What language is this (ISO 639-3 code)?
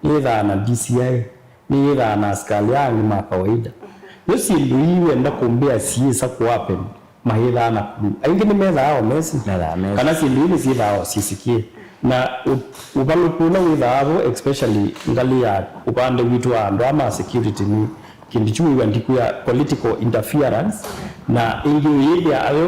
kam